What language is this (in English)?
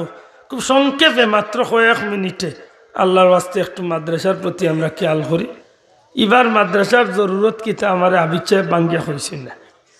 Sylheti